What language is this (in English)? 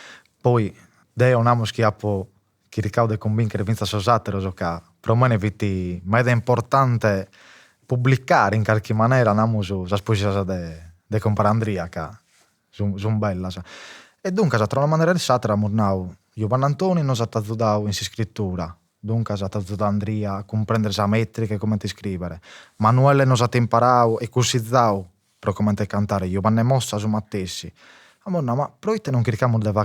Sardinian